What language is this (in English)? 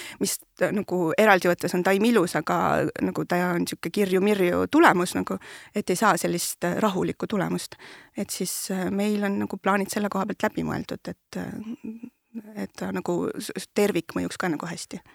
Estonian